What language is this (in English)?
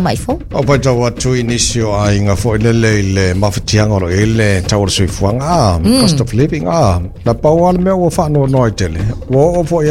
Samoan